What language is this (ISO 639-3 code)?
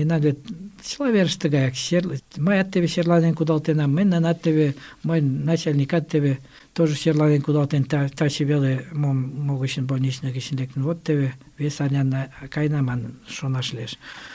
chm